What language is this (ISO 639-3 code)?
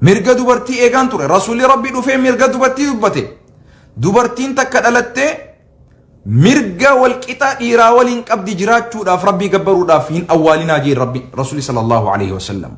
orm